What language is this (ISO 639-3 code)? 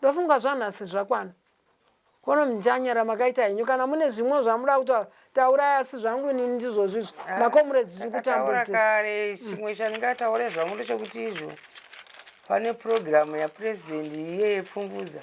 sna